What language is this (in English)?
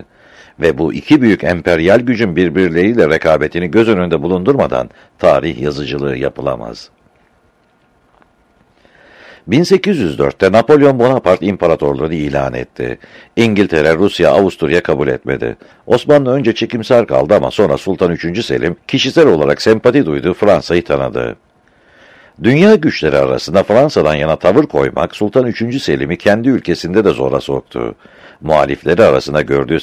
Turkish